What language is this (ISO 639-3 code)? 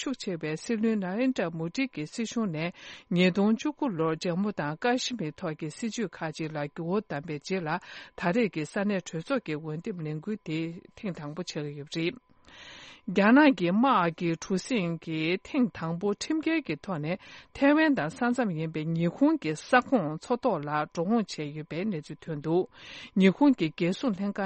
bod